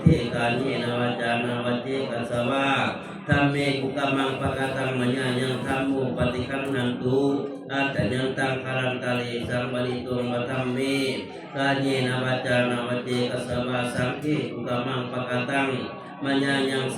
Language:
Northeastern Thai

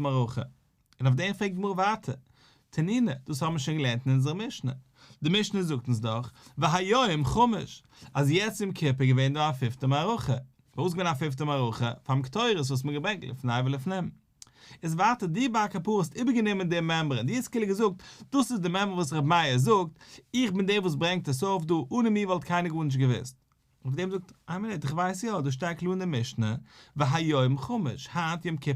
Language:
Yiddish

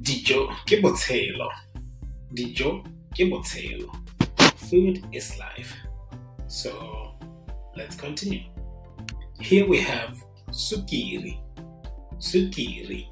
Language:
Tswana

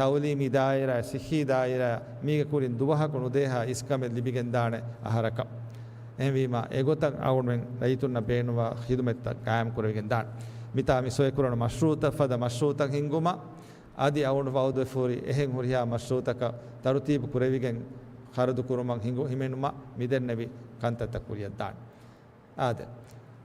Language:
Divehi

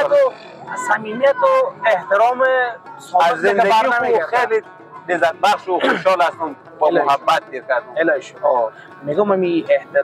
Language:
Persian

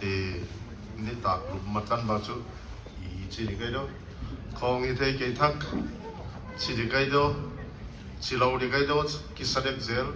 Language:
Paite Chin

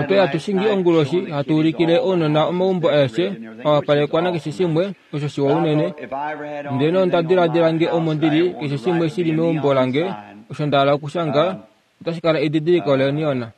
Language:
Kuanyama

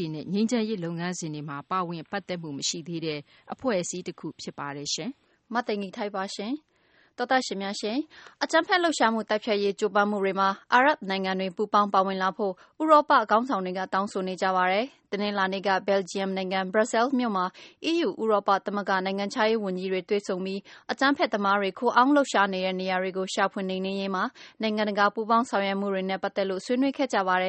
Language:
Burmese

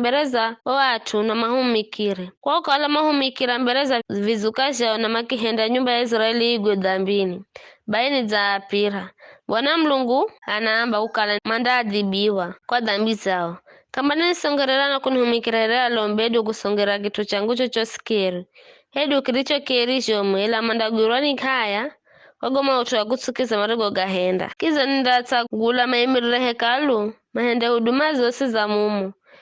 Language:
Giryama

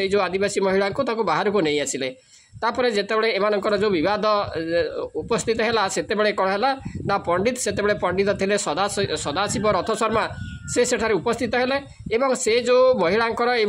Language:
Odia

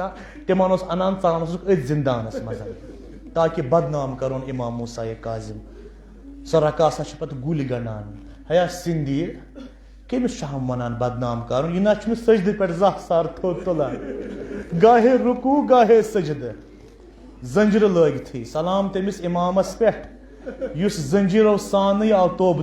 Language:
Kashmiri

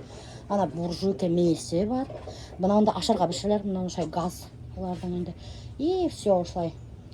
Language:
Bashkir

